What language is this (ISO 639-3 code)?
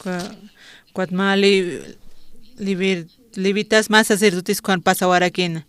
aym